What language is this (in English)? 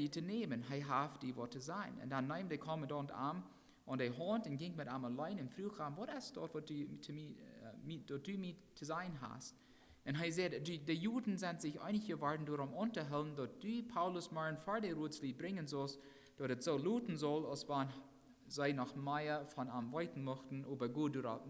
Plautdietsch